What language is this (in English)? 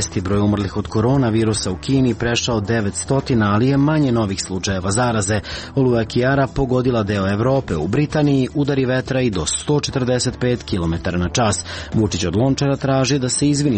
Serbian